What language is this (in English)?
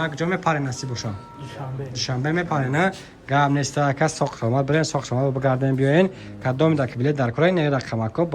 Tajik